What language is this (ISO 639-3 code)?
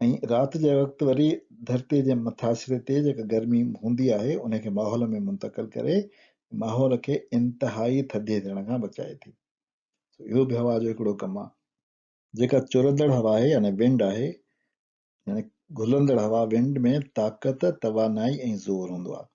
snd